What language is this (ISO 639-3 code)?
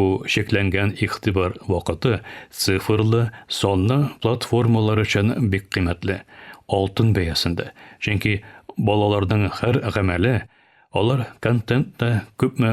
tat